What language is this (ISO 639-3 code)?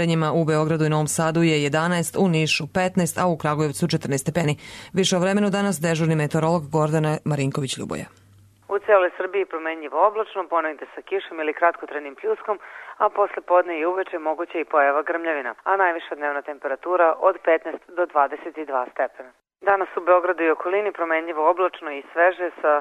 srp